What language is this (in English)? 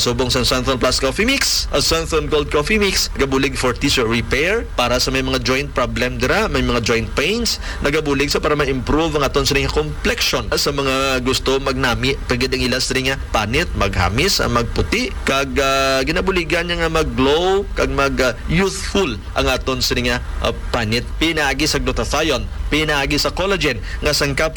Hiligaynon